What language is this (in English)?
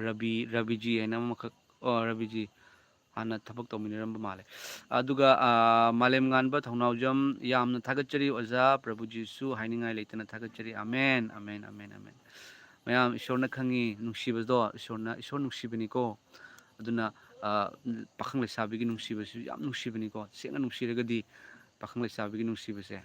Manipuri